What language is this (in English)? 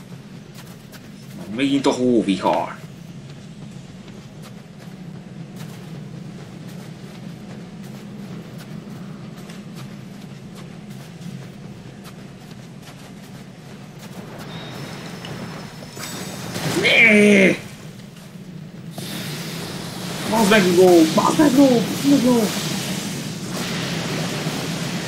Hungarian